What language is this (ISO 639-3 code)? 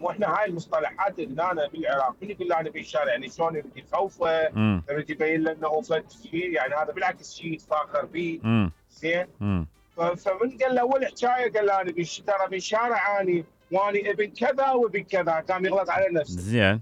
acm